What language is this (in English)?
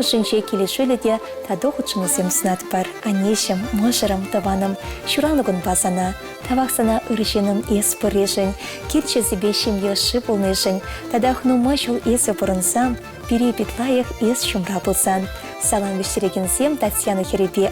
Chuvash